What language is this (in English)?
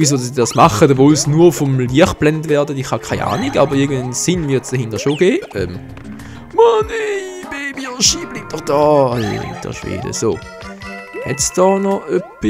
Swiss German